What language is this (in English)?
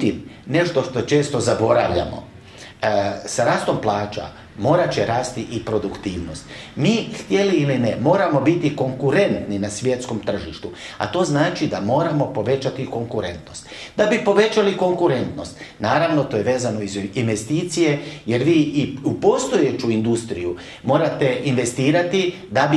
Croatian